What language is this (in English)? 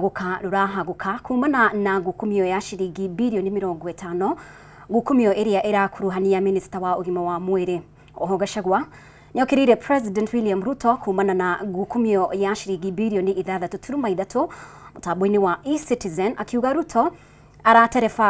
Kikuyu